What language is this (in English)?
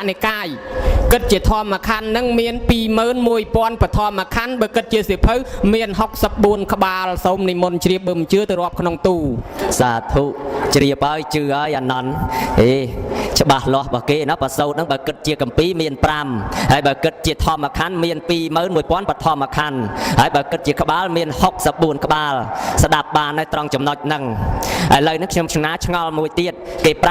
Khmer